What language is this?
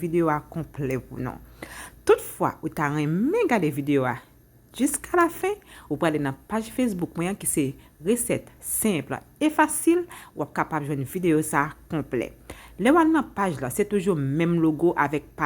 Haitian Creole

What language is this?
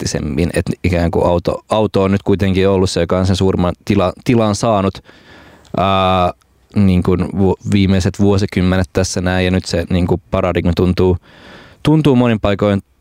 Finnish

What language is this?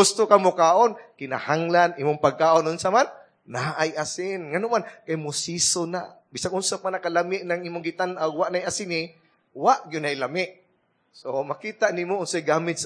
Cebuano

